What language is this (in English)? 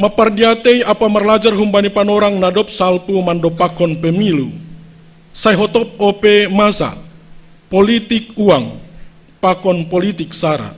Batak Simalungun